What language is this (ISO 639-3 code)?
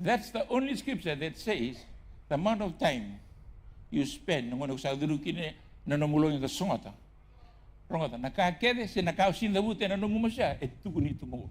fij